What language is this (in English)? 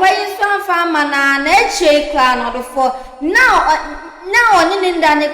Akan